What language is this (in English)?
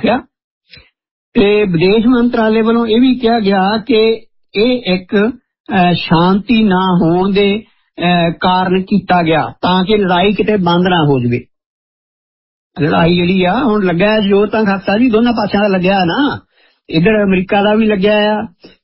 Punjabi